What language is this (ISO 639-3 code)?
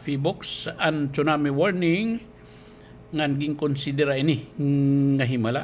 war